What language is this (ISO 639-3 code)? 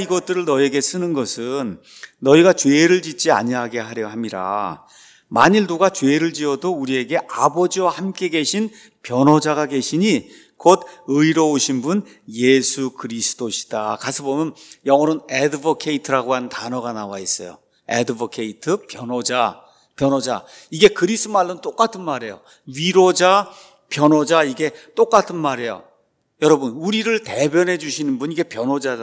kor